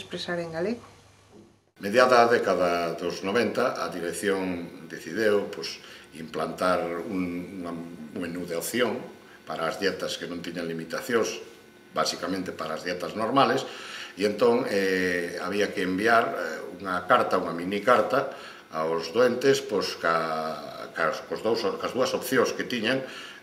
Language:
Galician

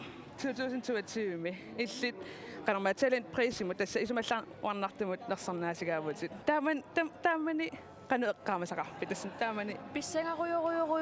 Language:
Kalaallisut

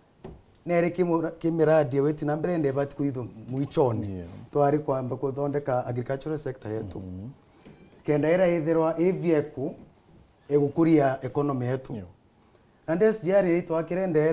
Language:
Meru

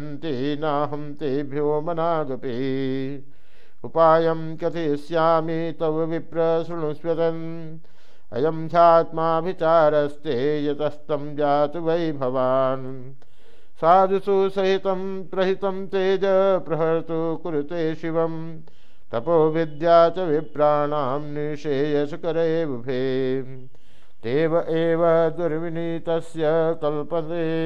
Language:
Sanskrit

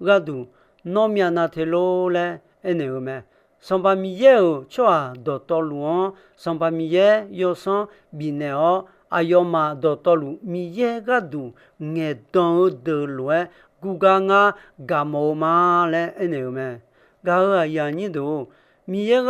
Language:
Akha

